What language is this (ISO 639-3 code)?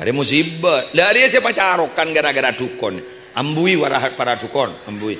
mad